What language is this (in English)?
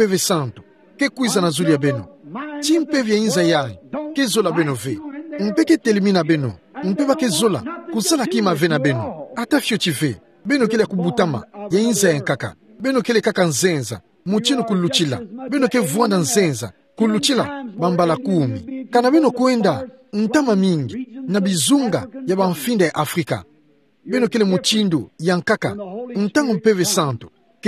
Kituba (Democratic Republic of Congo)